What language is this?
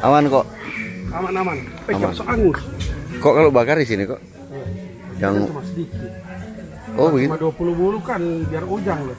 Manado Malay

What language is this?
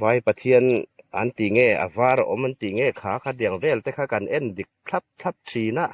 Hmar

